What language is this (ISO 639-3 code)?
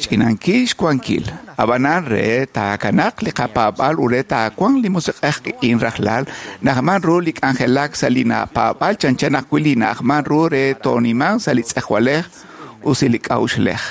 kek